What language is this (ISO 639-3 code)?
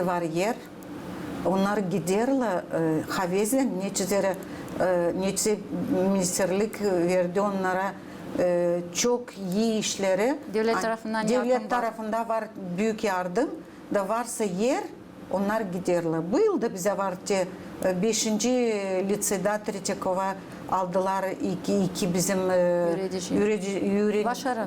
gag